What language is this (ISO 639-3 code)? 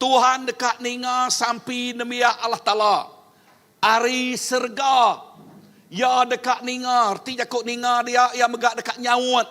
iba